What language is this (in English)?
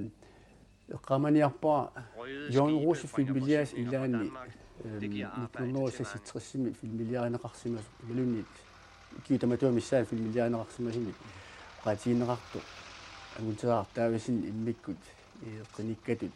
Kalaallisut